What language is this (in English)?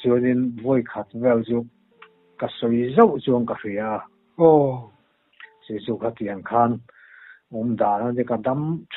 Mizo